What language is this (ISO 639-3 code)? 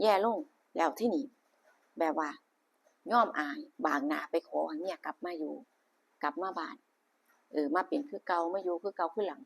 tts